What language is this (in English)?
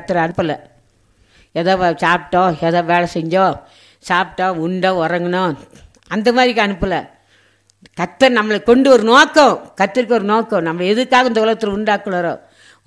Tamil